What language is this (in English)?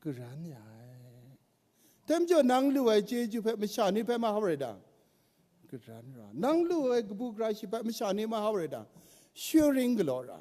Kachin